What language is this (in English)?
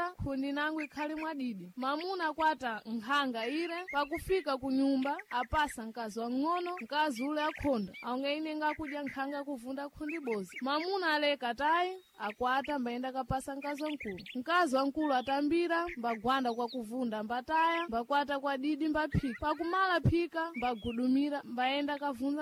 Sena